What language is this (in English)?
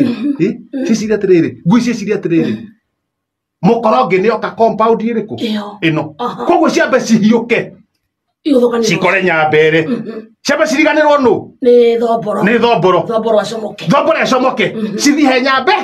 Kikuyu